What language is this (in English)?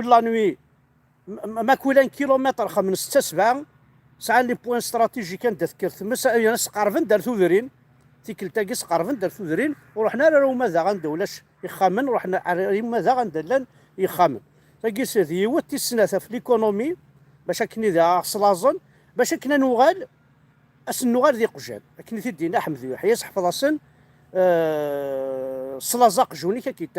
Kabyle